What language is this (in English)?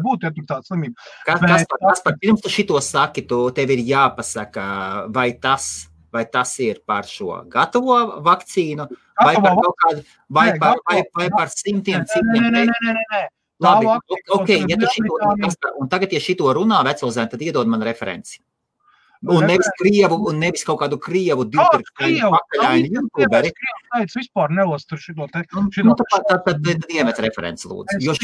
Latvian